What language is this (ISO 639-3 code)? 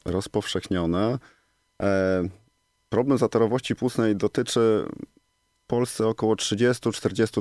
pol